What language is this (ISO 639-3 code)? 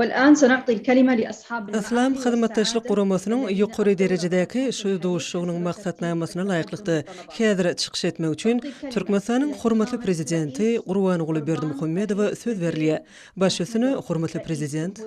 tuk